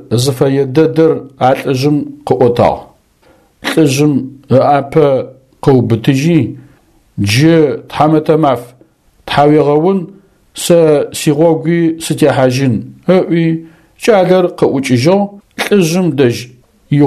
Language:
Adyghe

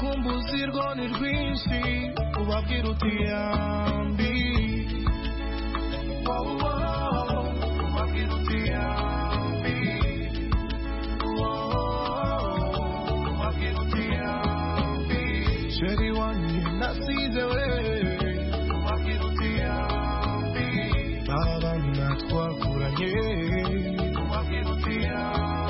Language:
Kinyarwanda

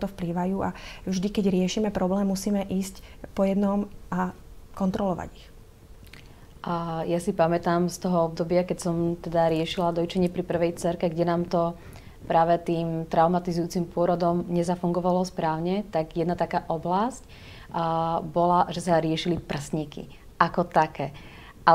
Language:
Slovak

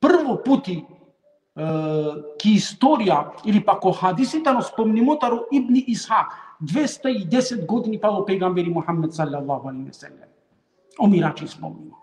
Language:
Balkan Romani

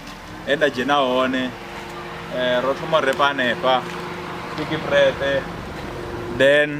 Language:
Venda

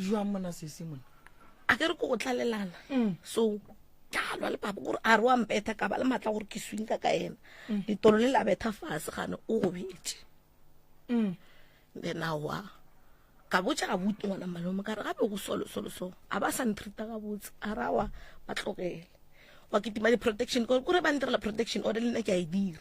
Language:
Northern Sotho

